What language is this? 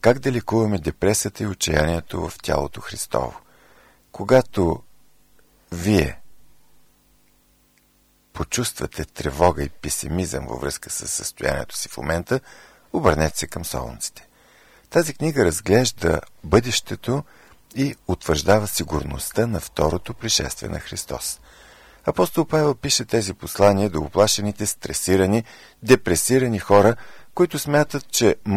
Bulgarian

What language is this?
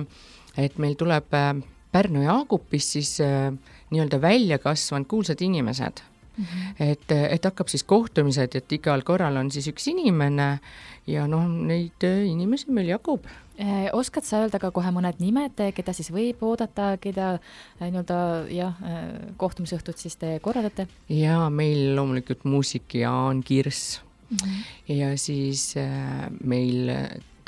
Estonian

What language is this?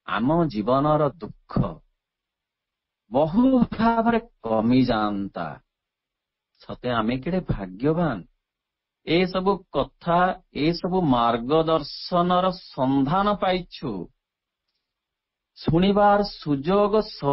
Odia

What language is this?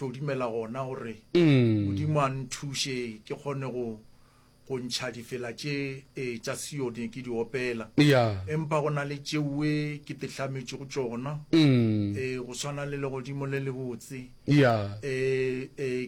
Northern Sotho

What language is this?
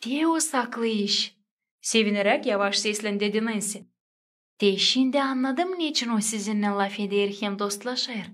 Gagauz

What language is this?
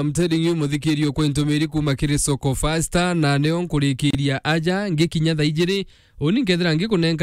Meru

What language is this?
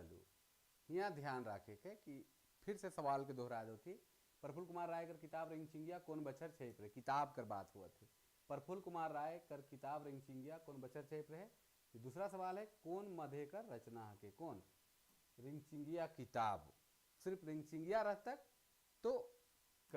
Sadri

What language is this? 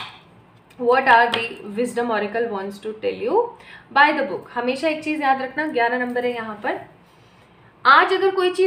Hindi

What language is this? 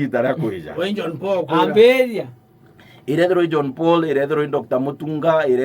Meru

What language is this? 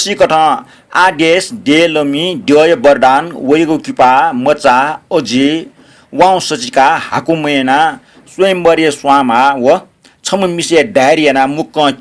Newari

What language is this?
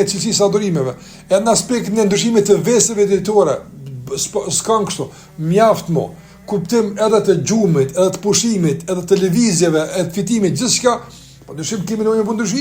Albanian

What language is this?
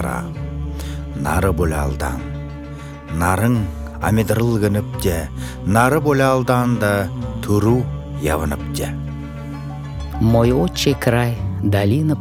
Buriat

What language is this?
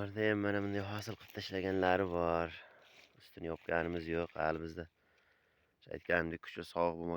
Uzbek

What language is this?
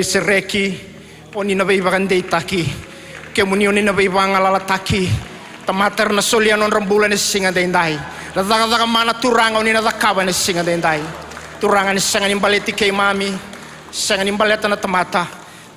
Fijian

